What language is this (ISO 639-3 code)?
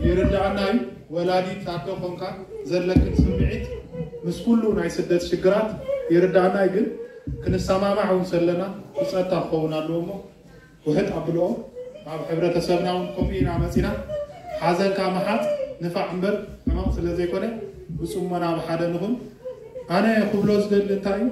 tir